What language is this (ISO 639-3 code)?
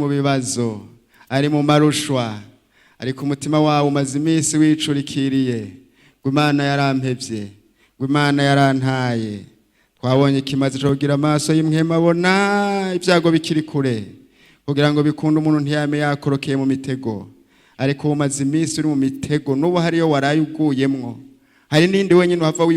run